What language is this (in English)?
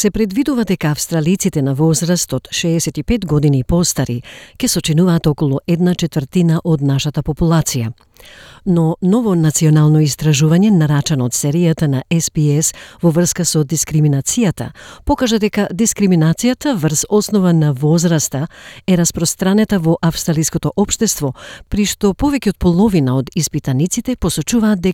Macedonian